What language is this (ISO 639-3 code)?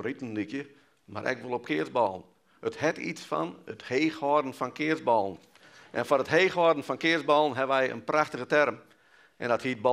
fry